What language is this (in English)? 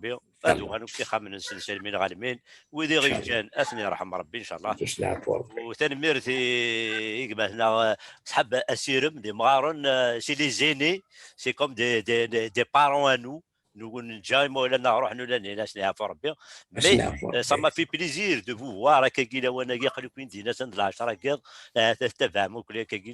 Kabyle